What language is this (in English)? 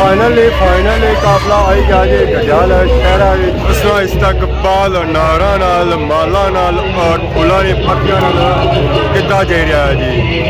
Pahari-Potwari